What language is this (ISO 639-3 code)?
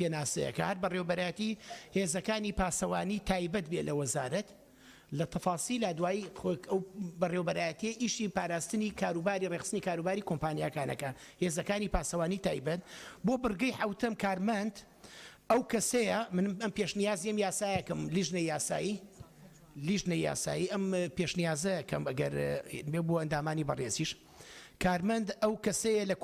ckb